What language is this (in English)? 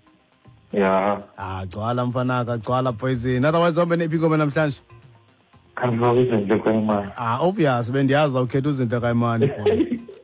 Xhosa